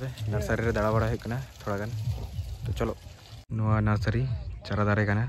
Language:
Santali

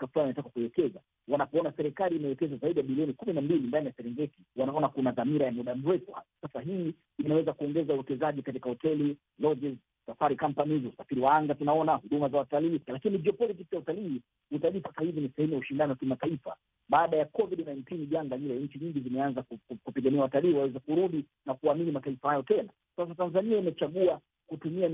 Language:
Swahili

